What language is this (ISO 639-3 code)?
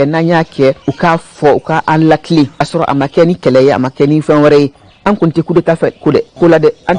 bam